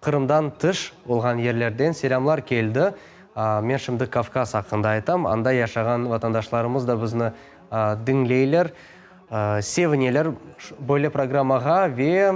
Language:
Crimean Tatar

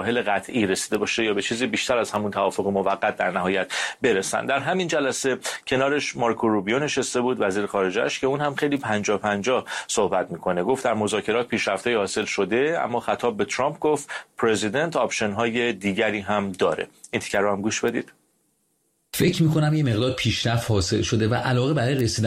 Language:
Persian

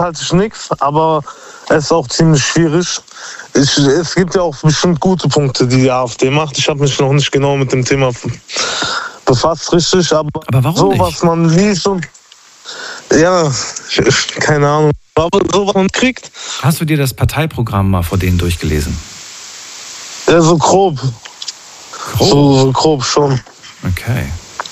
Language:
German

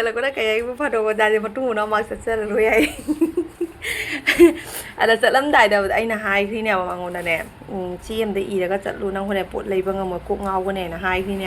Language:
Manipuri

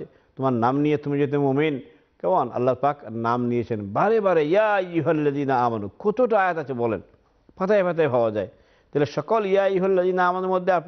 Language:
Bangla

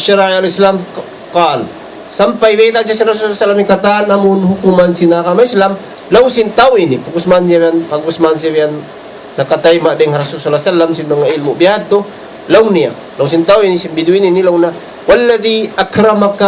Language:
Tausug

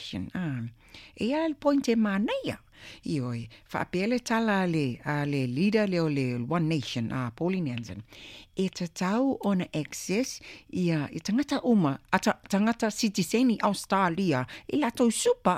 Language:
Samoan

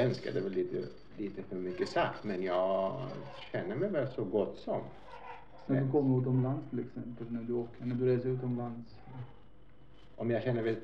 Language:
Swedish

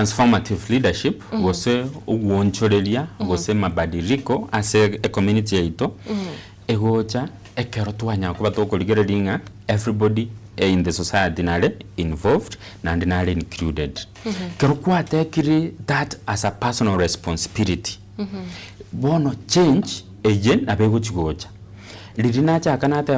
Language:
Gusii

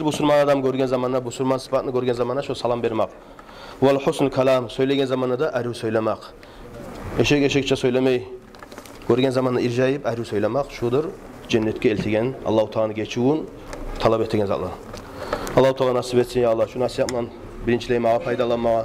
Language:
Kumyk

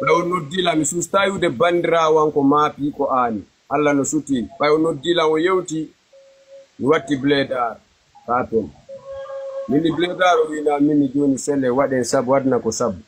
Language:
Fula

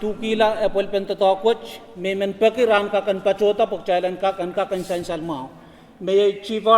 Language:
Pohnpeian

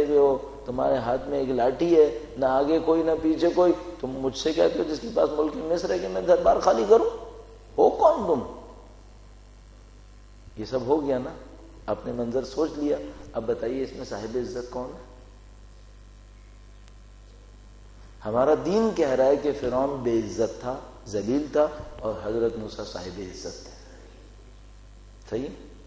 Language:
Urdu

